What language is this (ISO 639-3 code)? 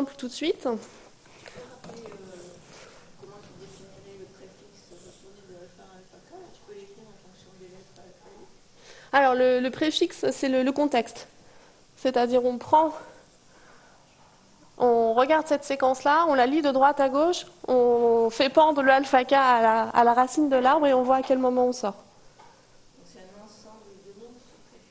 fra